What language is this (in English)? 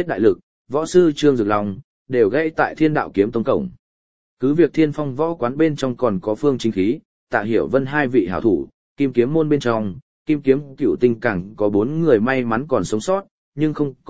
Vietnamese